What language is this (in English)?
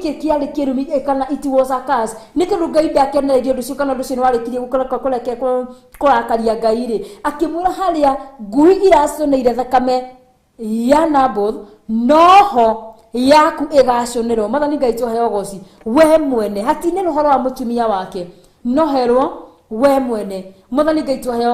Kikuyu